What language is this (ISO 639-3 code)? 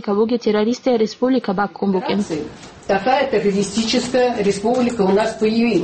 ava